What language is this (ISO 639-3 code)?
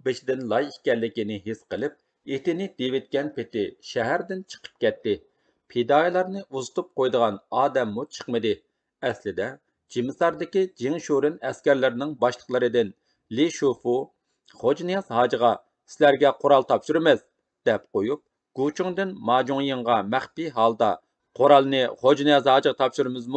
uig